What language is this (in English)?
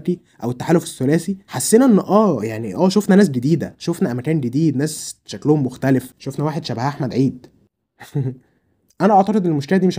Egyptian Arabic